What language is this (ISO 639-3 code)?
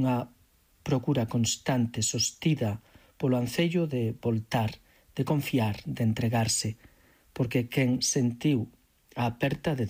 glg